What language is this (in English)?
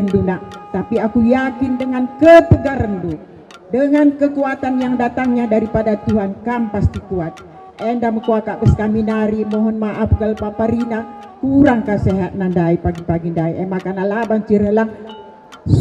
Batak Karo